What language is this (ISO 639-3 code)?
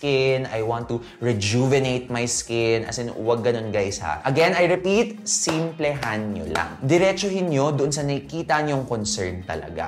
fil